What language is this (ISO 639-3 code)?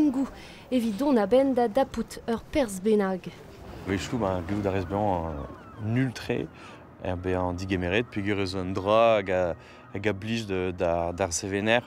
bre